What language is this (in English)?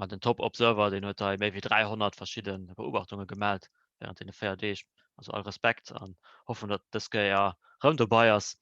Luxembourgish